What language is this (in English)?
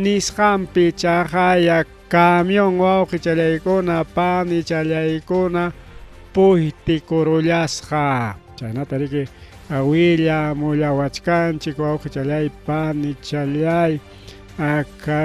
Ayacucho Quechua